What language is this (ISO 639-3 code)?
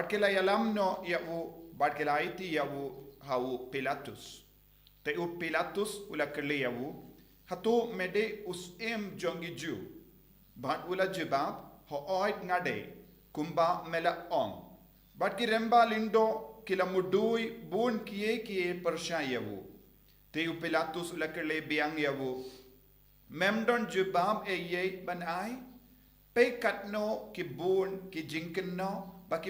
kha